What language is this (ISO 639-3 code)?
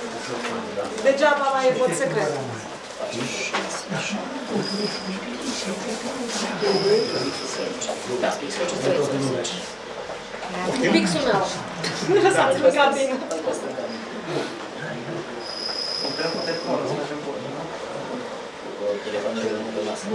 ron